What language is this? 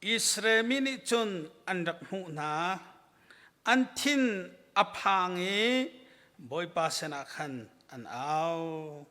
Hakha Chin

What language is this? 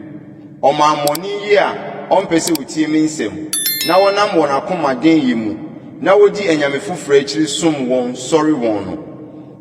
Akan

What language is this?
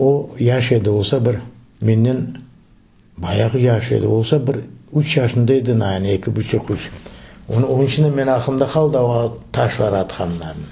Crimean Tatar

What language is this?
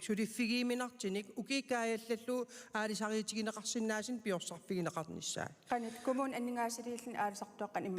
Kalaallisut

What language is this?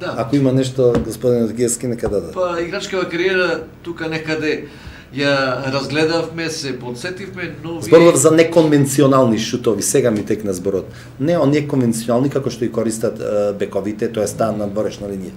Macedonian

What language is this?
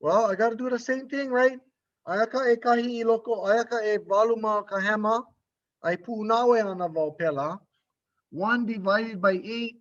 Hawaiian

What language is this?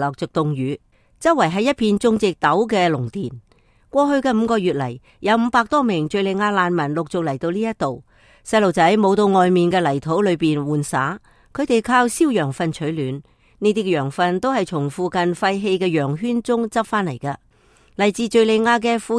Cantonese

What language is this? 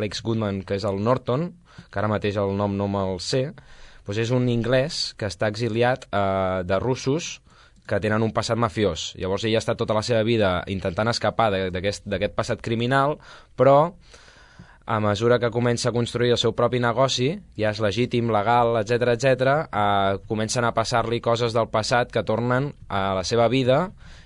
Catalan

